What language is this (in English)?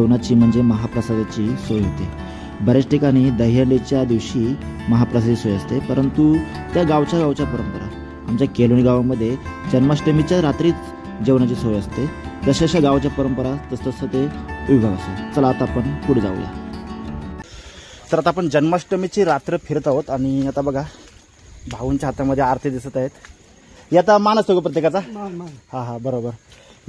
Marathi